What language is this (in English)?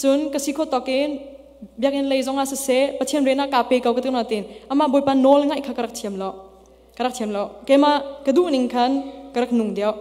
Hakha Chin